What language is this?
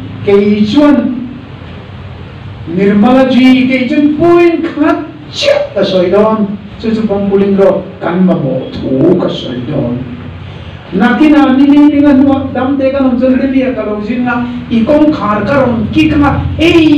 Mizo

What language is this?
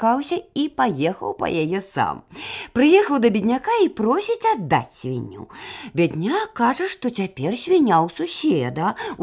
Belarusian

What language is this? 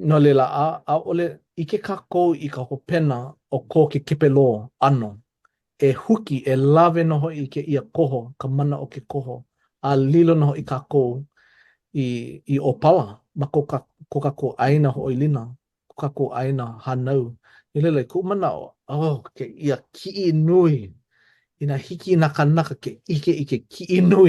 Hawaiian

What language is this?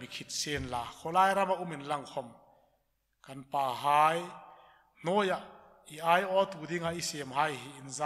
Hmar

